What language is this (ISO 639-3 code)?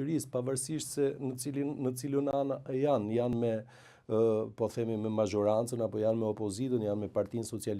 sqi